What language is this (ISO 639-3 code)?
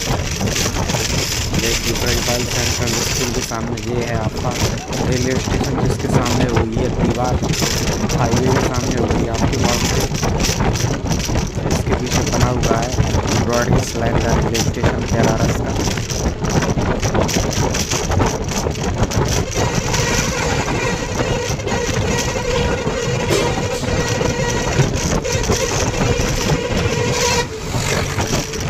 hin